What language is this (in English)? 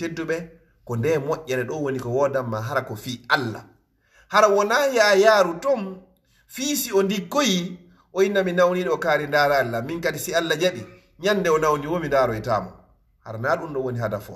Fula